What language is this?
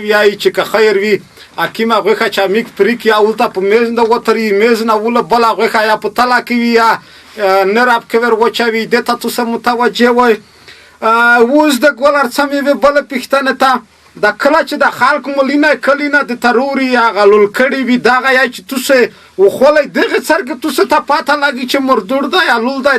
Pashto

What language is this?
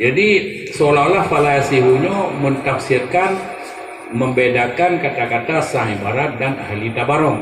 Achinese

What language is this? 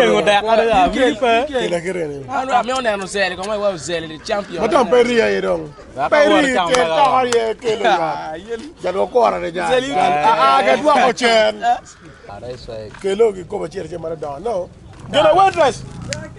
Acoli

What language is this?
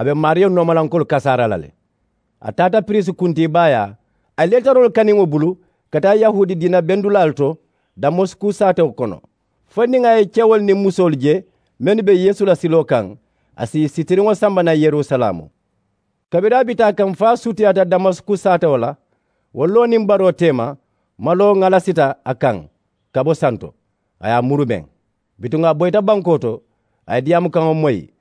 Mandingo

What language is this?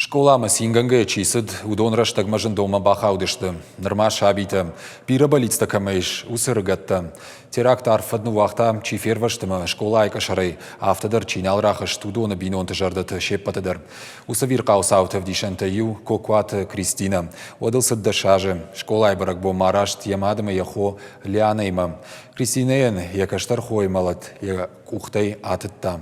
Ossetic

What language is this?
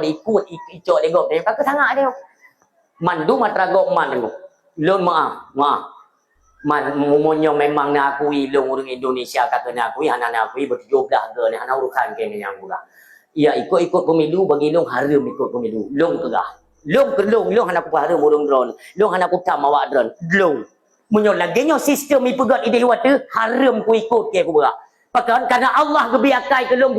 Achinese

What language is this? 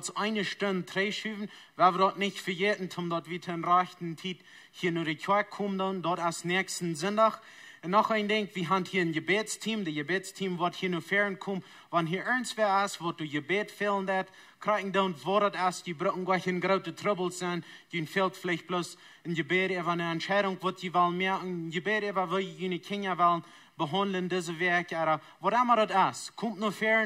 Plautdietsch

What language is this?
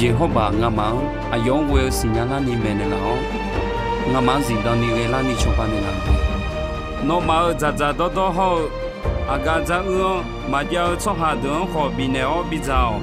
Akha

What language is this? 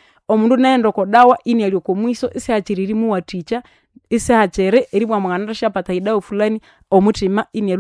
Nande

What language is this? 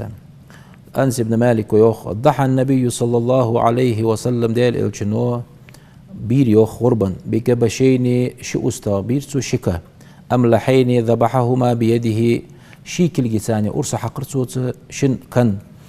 Ingush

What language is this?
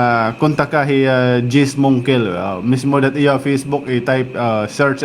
Waray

